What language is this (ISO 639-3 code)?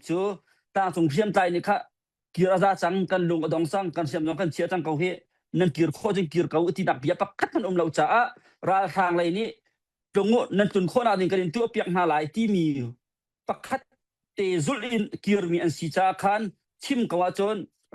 cnh